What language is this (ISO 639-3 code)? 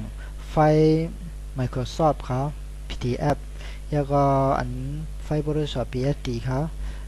shn